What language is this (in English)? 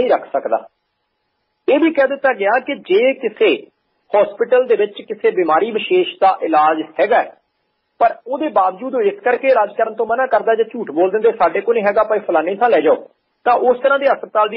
Punjabi